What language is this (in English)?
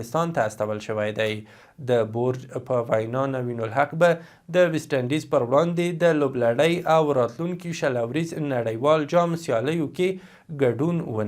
Pashto